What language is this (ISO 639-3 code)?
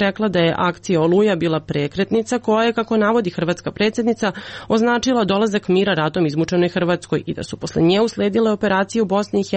srp